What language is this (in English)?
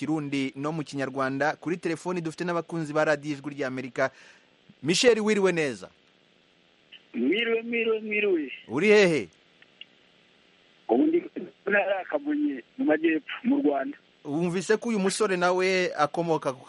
Kinyarwanda